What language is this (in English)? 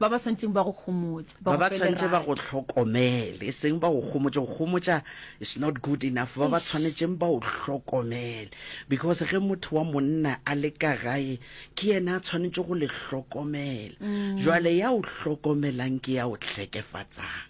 Northern Sotho